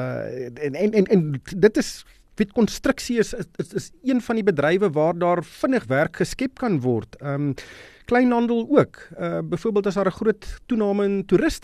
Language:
Afrikaans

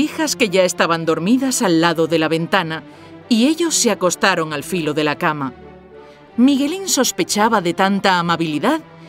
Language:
Spanish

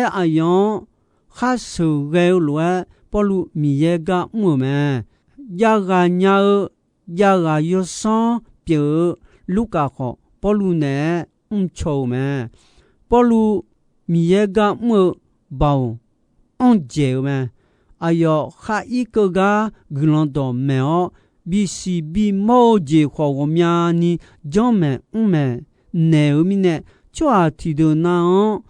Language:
Akha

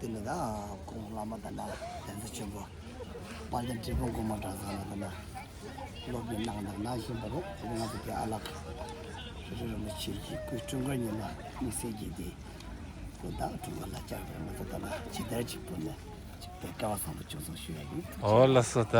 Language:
Tibetan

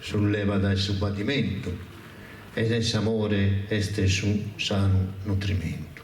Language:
Sardinian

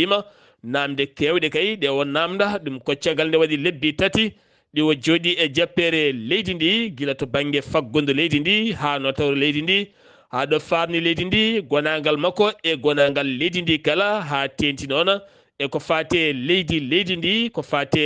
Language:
Fula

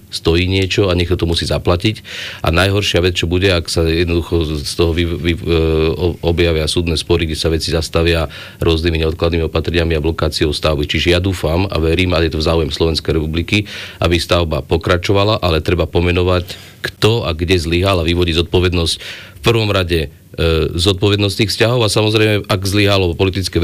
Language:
Slovak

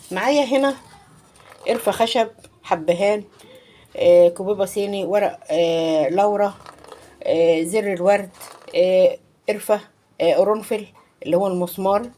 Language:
Egyptian Arabic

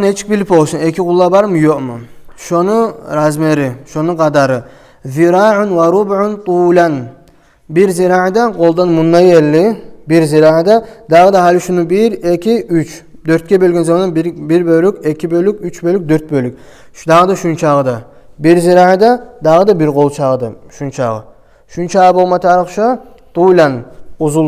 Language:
Kumyk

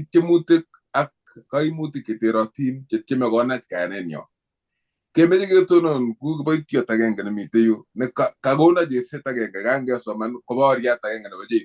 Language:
Kalenjin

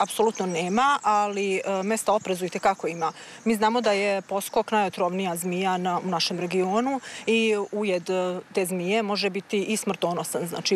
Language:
Serbian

